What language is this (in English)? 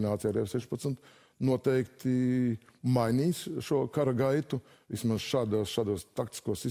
Latvian